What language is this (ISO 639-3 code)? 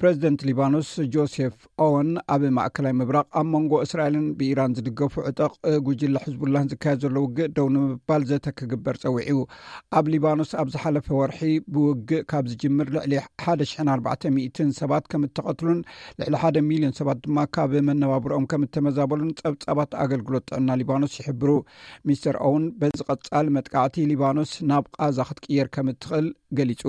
tir